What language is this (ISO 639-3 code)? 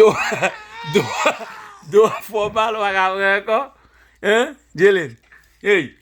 hat